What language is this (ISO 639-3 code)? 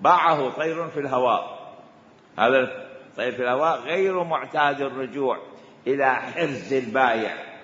acm